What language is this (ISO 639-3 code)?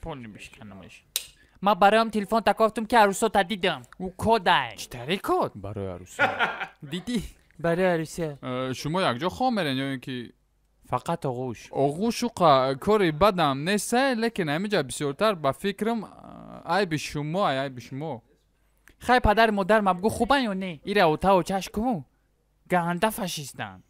tgk